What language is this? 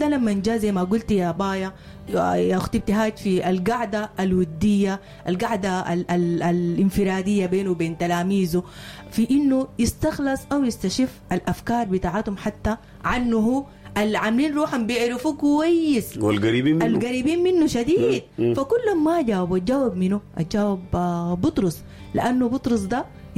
Sudanese Arabic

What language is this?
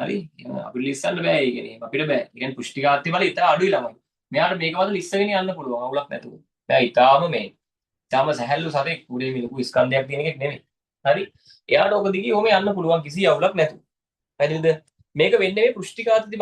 Sinhala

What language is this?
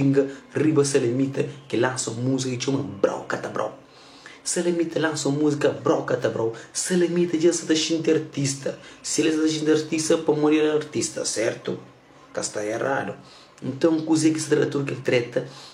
Kabuverdianu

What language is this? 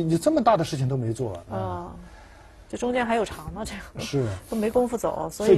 Chinese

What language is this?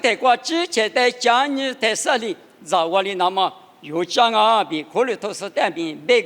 Lisu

